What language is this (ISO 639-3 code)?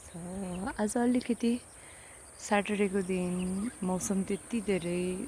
nep